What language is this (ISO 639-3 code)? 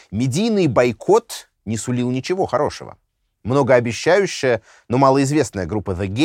rus